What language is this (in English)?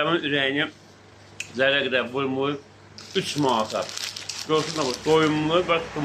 Azerbaijani